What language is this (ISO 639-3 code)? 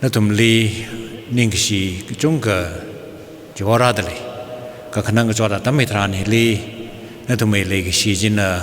nmf